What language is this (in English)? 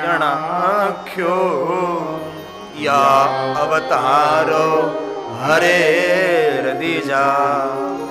Gujarati